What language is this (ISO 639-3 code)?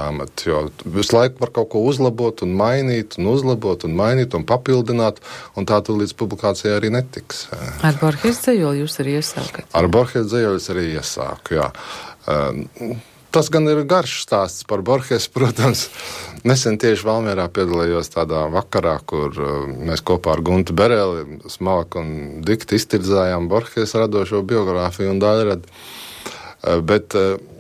lav